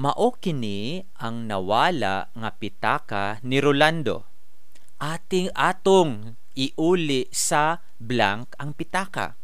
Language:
Cebuano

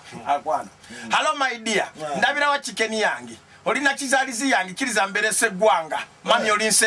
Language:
Ganda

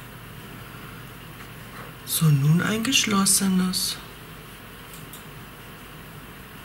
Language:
German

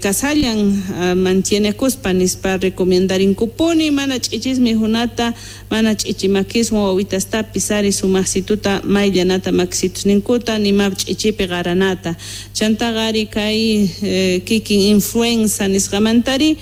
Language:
South Bolivian Quechua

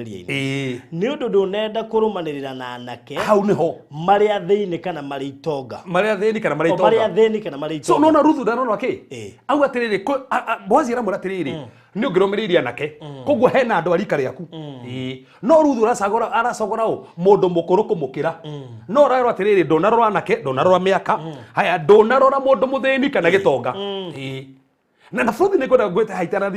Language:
Kikuyu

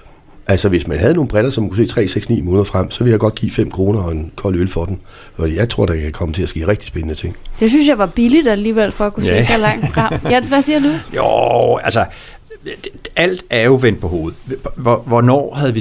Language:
Danish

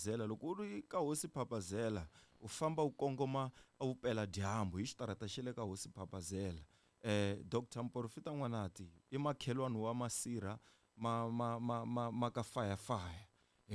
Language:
Tsonga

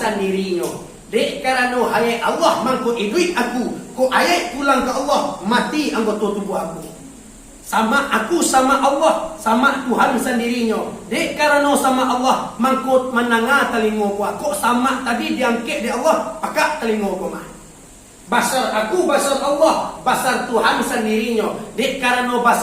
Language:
Minangkabau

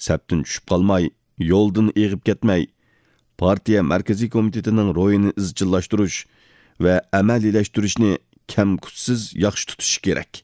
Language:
Uyghur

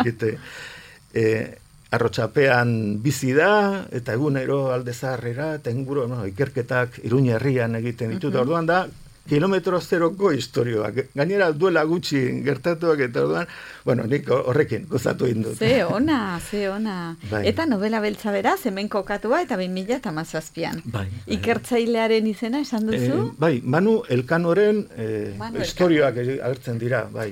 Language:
Basque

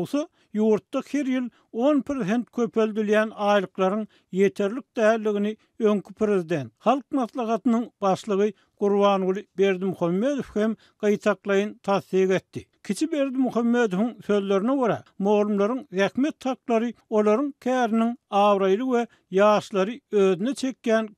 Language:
Turkmen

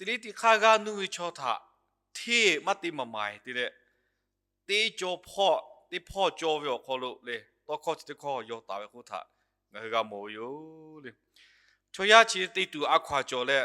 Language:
Lahu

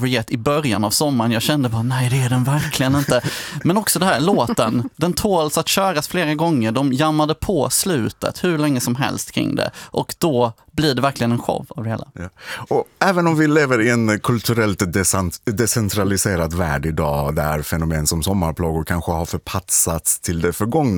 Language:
Swedish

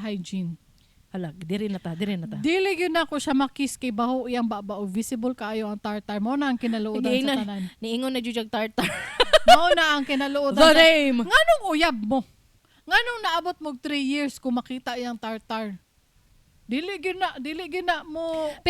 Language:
Cebuano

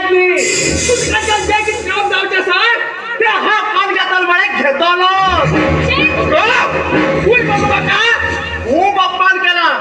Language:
Konkani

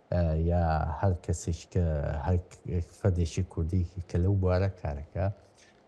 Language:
Central Kurdish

